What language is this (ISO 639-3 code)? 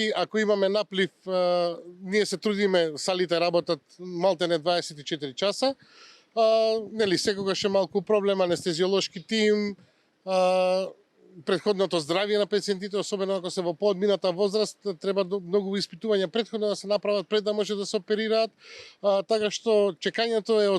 mkd